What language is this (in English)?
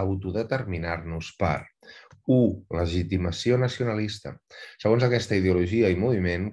Catalan